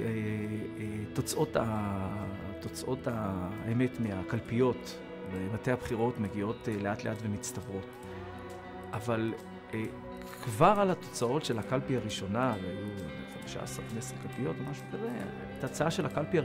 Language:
Hebrew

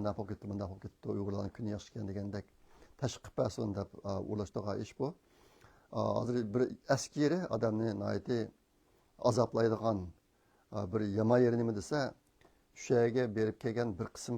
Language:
Uyghur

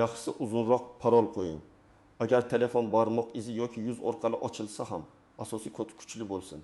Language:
Uzbek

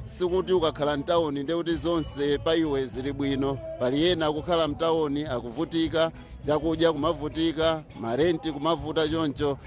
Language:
Nyanja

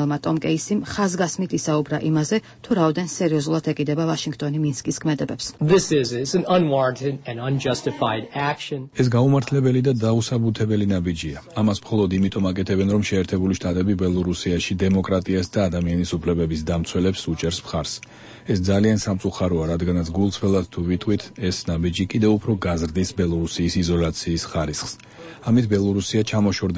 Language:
Georgian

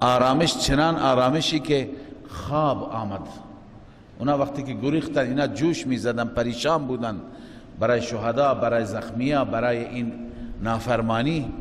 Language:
Persian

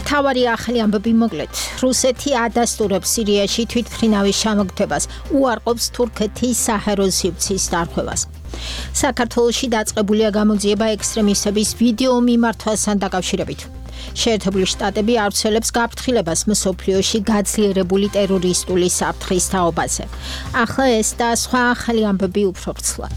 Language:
Georgian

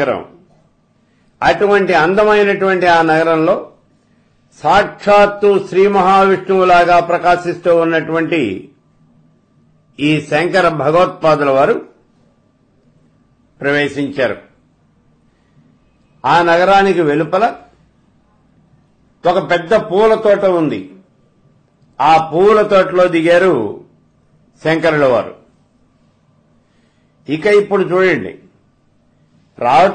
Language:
Telugu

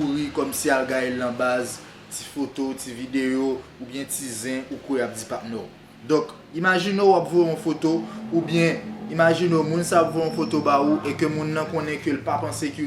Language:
Haitian Creole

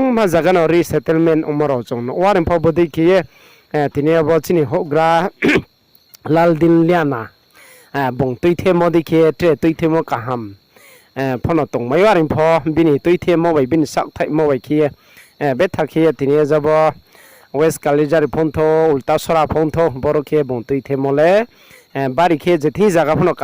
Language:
Riang (India)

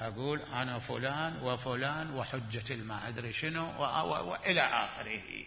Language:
Mesopotamian Arabic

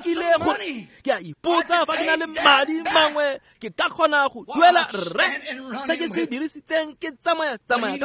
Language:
Tswana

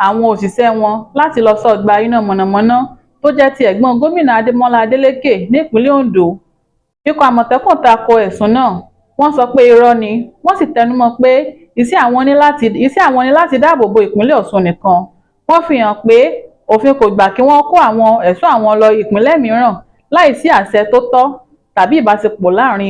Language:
Yoruba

